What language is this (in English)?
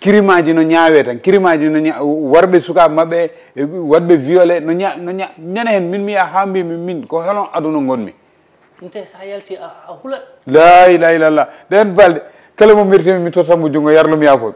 Fula